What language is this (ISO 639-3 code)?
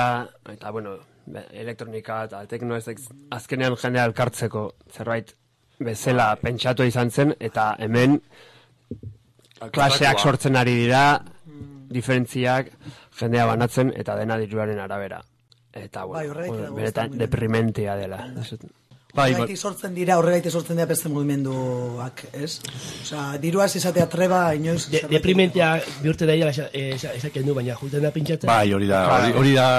eus